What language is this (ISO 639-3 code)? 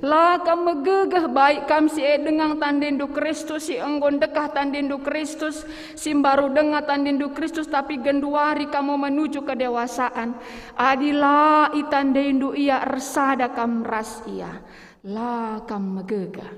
btx